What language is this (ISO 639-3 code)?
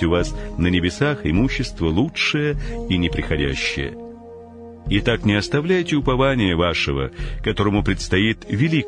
rus